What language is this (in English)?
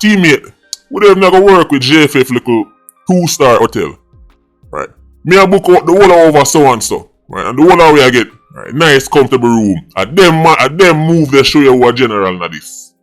Jamaican Creole English